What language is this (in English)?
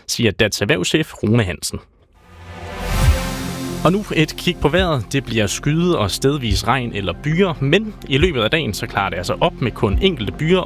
Danish